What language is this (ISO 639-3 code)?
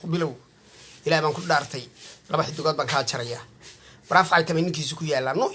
som